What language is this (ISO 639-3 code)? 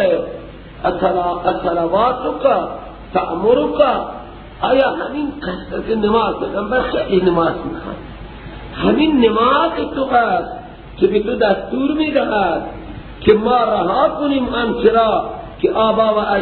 fas